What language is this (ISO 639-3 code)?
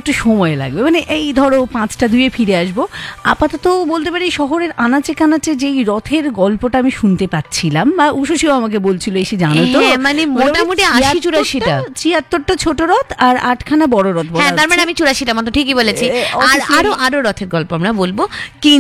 ben